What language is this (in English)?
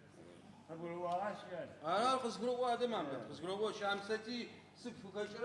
Adyghe